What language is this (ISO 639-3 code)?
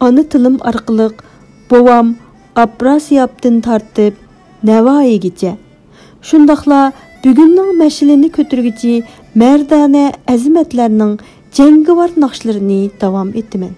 uig